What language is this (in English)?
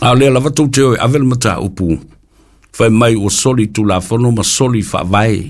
Samoan